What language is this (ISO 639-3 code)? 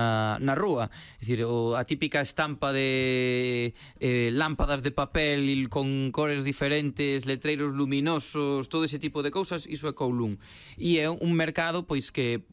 glg